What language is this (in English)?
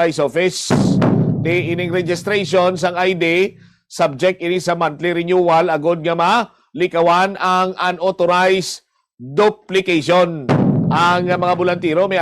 Hiligaynon